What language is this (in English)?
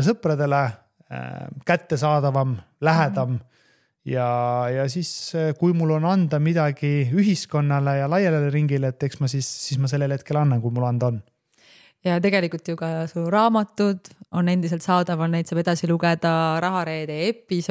Estonian